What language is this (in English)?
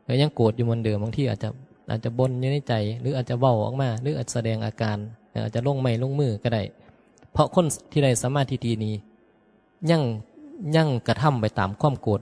Northeastern Thai